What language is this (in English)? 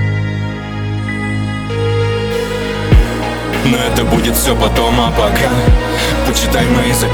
Russian